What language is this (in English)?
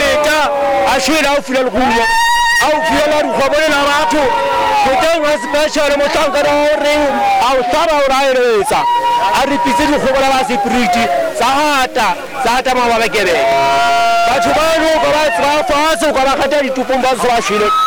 Southern Sotho